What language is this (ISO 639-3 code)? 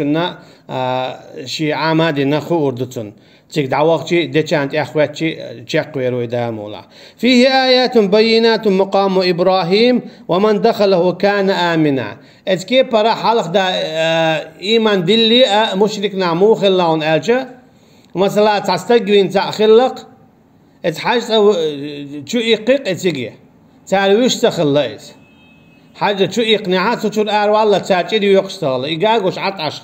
che